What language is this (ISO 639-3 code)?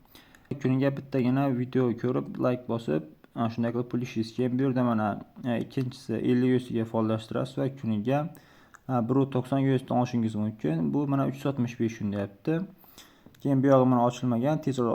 uzb